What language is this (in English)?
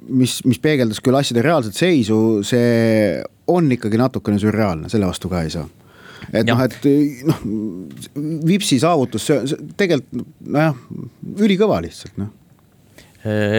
Estonian